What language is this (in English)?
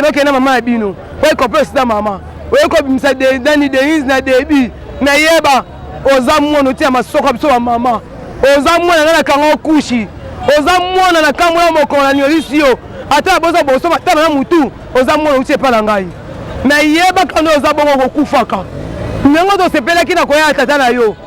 Lingala